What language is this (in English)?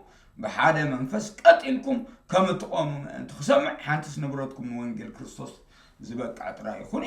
Tigrinya